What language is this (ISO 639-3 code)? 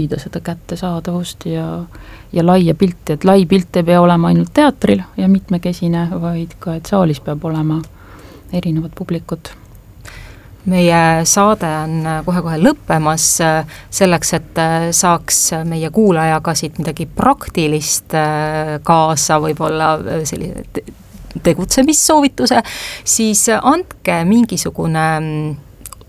est